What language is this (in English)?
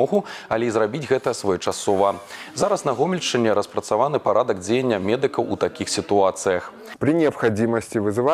Belarusian